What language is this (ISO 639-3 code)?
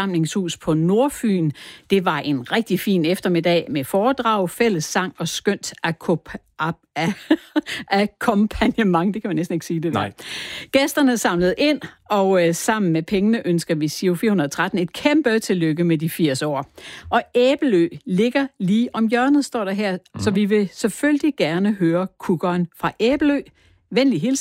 dan